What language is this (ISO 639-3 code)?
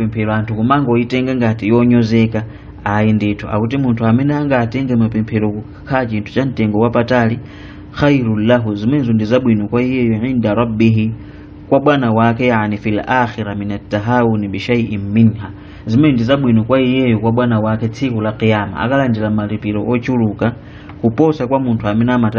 nya